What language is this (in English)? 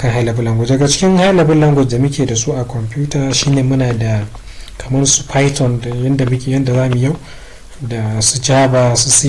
Hausa